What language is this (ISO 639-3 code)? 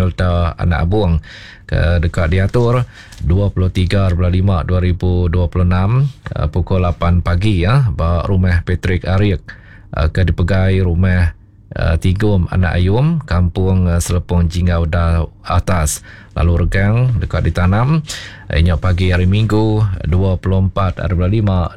iba